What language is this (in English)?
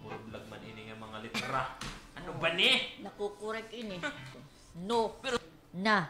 Waray